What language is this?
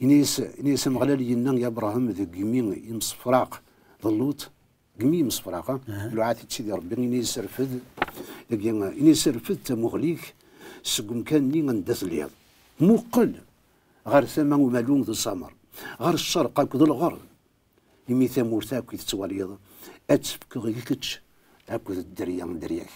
Kabyle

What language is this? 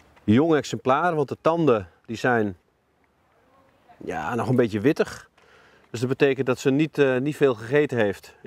Dutch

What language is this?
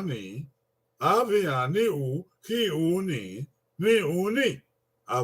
Bini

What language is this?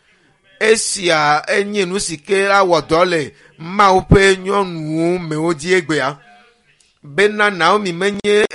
Ewe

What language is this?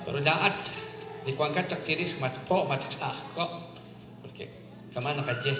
Kekchí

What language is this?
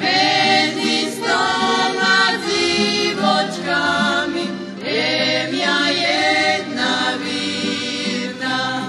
Rusyn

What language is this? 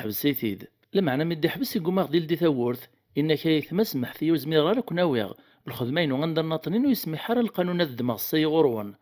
Kabyle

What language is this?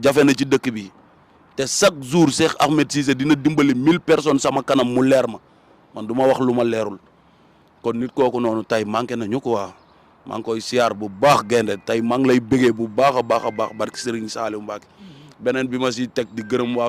Wolof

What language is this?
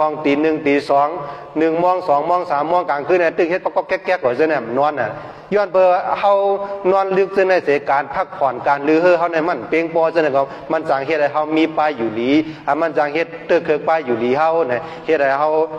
Shan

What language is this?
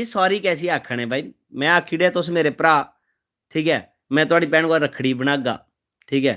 Dogri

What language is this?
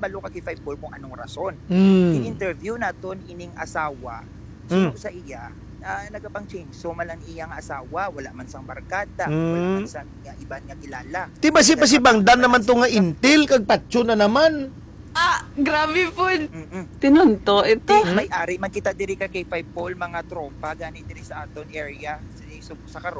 Hiligaynon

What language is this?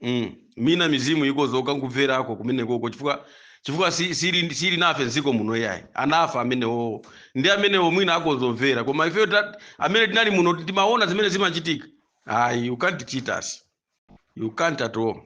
Nyanja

